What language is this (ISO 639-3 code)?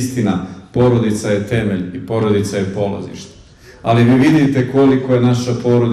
bos